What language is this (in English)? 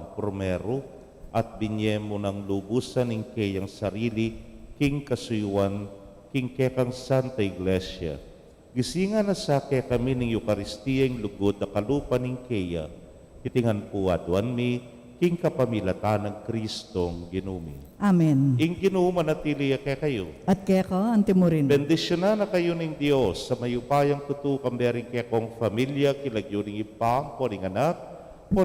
Pampanga